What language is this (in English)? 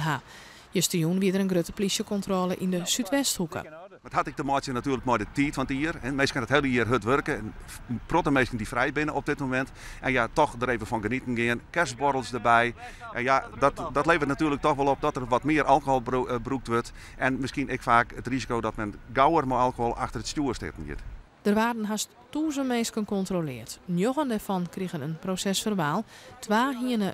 Western Frisian